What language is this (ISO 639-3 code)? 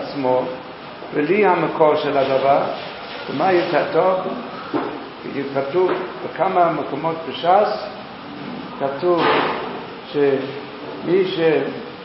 heb